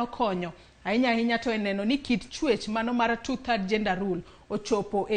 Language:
Luo (Kenya and Tanzania)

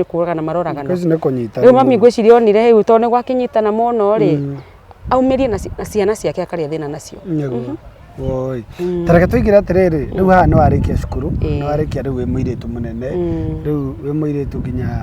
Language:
Kikuyu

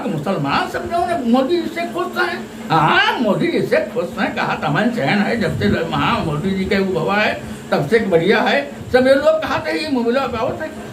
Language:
Awadhi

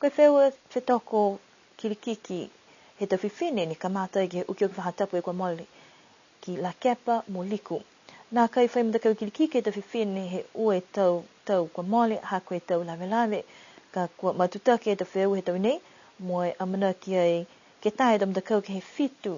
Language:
Niuean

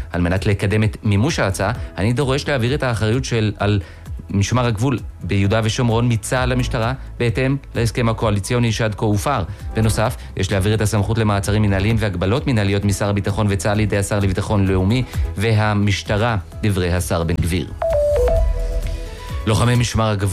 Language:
Hebrew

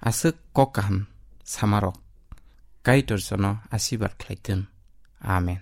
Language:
Kok Borok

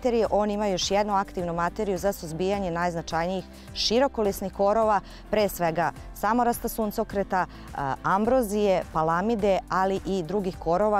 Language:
Serbian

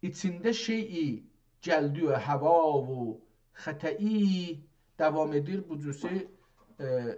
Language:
South Azerbaijani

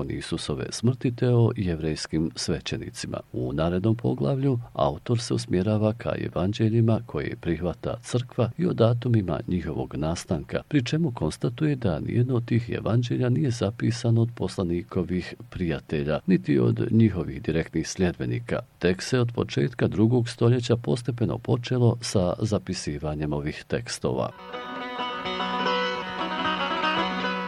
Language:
Bosnian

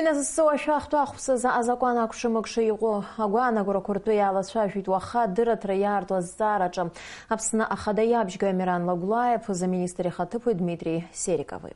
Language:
Abkhazian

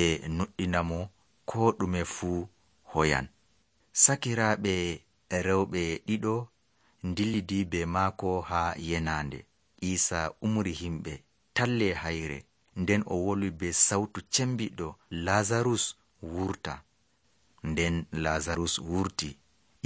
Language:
Nigerian Fulfulde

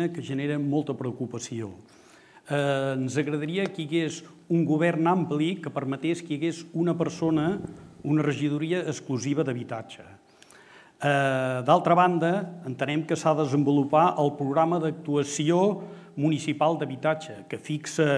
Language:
Catalan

